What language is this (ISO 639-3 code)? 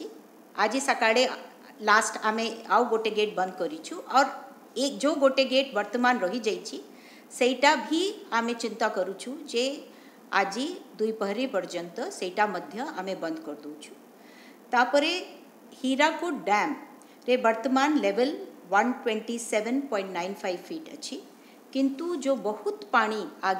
ori